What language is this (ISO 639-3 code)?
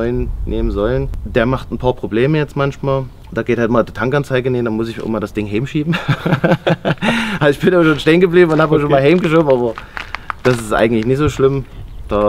deu